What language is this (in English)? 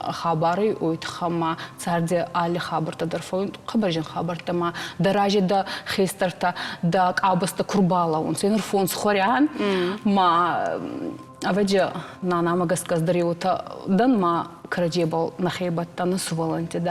Ossetic